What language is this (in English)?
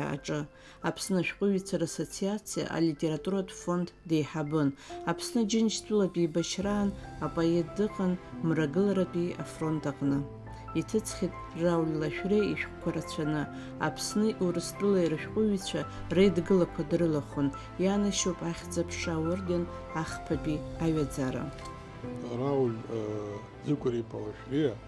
Abkhazian